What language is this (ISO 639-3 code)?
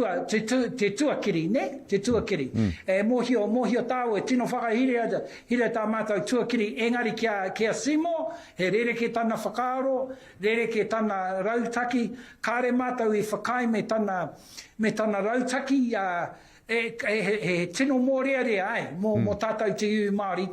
mri